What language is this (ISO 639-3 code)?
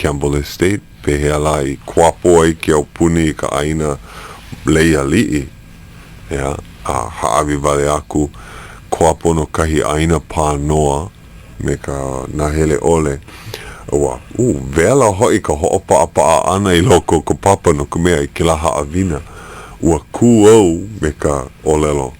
haw